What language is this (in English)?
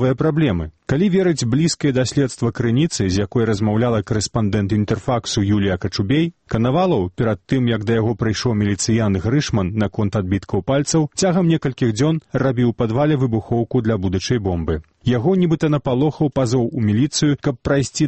Belarusian